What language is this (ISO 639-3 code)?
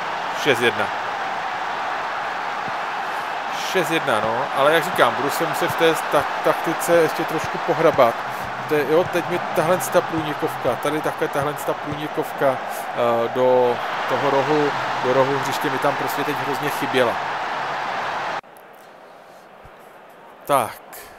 ces